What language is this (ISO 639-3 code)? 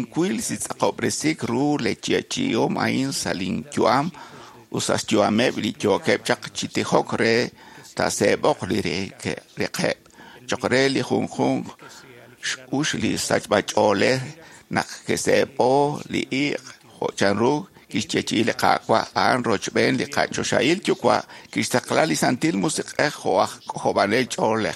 kek